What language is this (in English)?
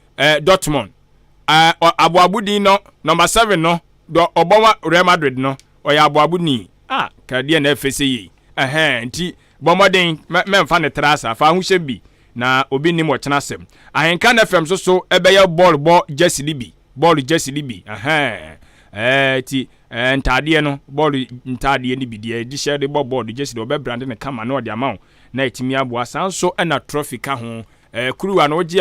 Akan